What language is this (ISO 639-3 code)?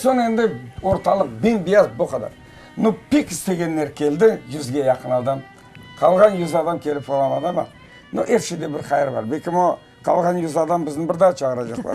crh